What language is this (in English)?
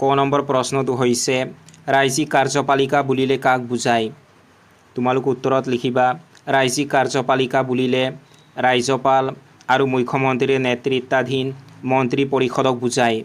Assamese